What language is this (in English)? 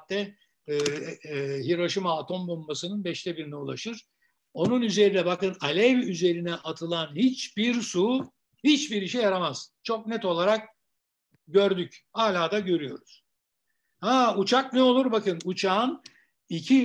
Turkish